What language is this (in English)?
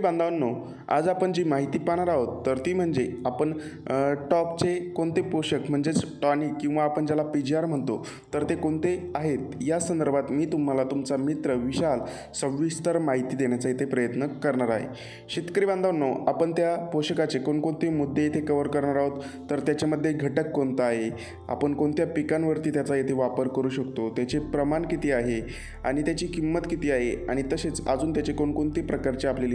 Marathi